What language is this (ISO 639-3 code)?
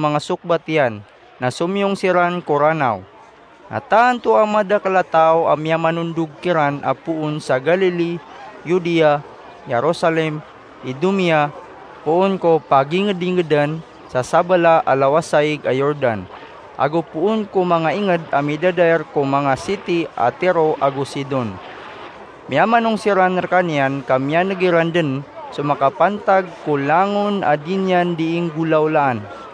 mrw